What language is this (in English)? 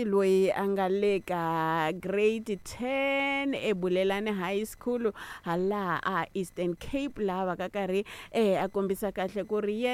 Tsonga